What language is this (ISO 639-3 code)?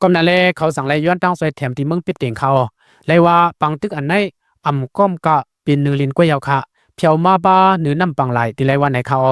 lao